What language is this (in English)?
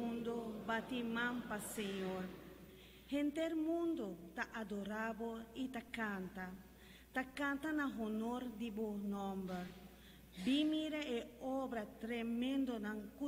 Papiamento